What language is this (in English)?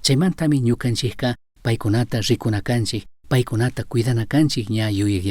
Chimborazo Highland Quichua